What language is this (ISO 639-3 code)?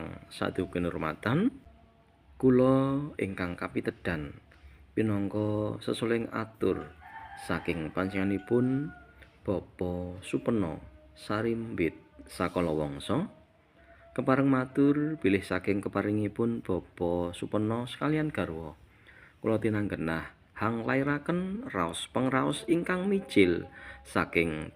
jav